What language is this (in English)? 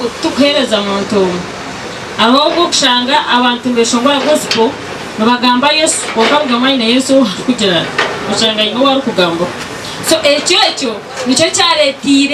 Nyankole